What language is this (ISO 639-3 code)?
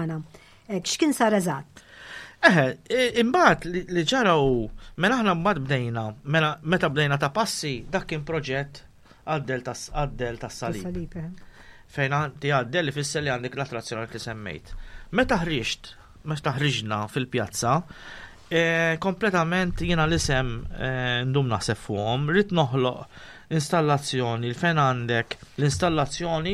mlt